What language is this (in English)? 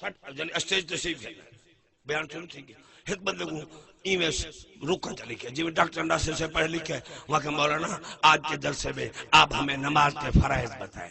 Saraiki